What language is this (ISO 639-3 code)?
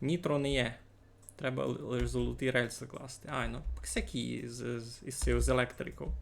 rue